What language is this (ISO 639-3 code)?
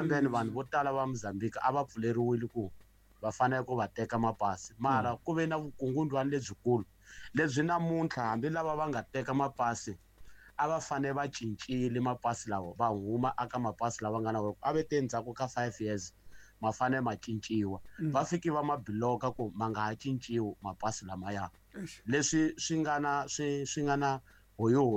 tso